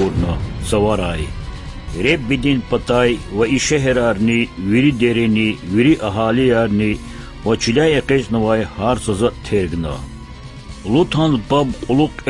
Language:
Lezghian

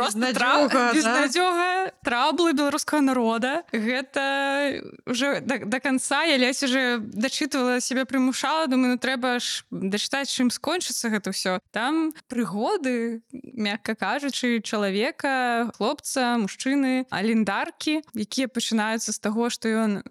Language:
Belarusian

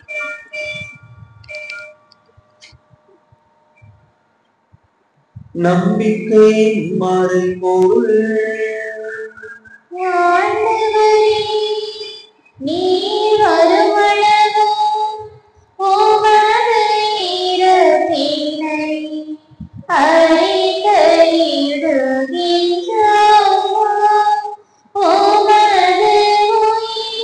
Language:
Tamil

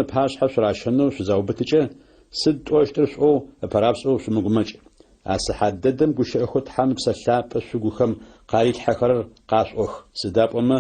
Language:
Adyghe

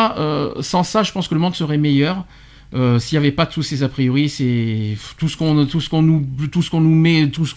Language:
French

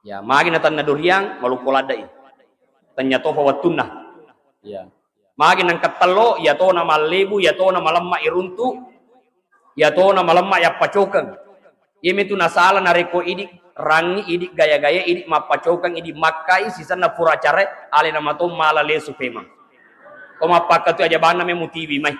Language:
Buginese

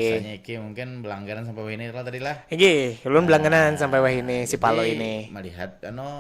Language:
Banjar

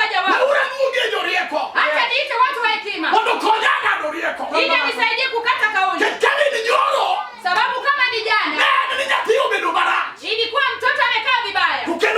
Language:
Luo (Kenya and Tanzania)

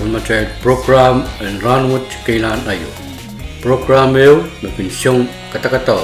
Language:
Pohnpeian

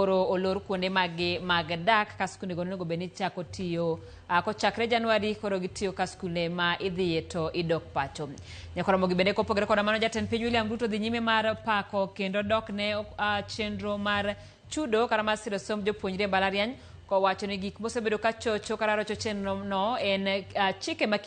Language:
Luo (Kenya and Tanzania)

